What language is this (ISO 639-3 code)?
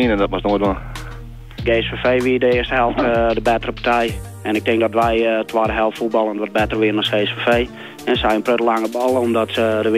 fry